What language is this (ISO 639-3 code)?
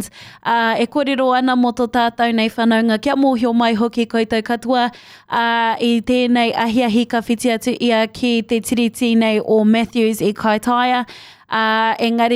mri